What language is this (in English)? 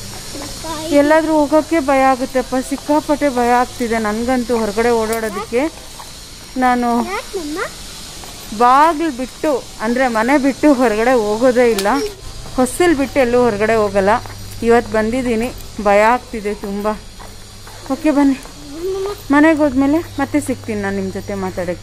Kannada